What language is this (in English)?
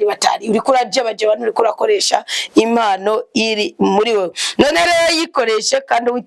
Rundi